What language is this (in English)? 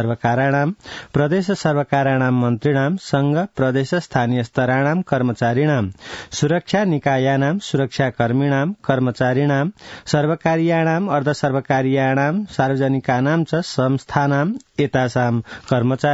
Sanskrit